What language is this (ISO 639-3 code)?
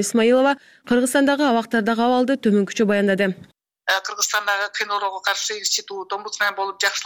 kir